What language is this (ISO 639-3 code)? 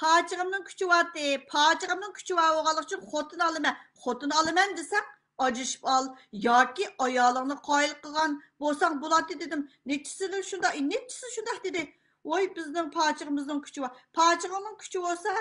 uig